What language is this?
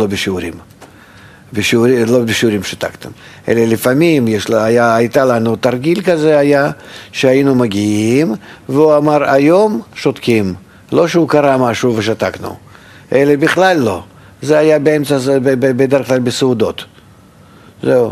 Hebrew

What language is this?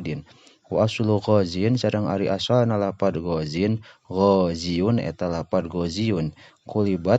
Sundanese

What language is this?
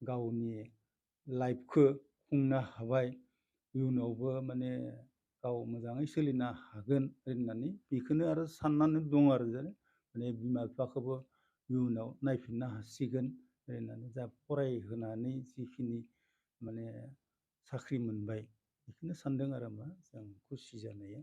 Bodo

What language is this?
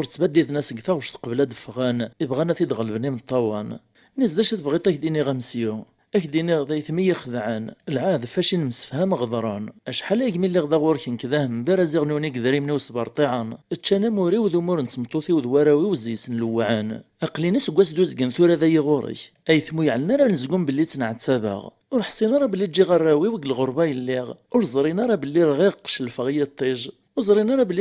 Kabyle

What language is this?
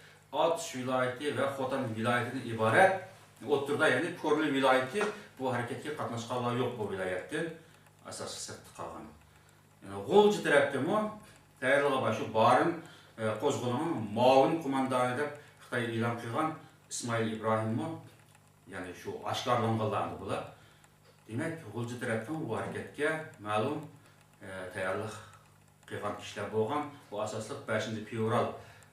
Uyghur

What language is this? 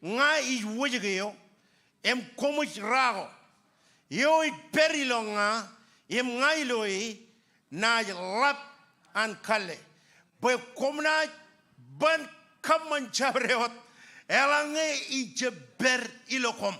Marshallese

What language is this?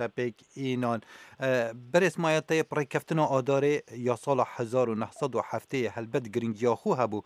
Kurdish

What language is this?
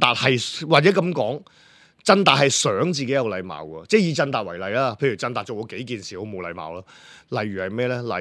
Cantonese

